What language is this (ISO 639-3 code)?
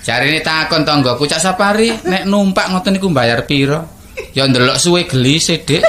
jav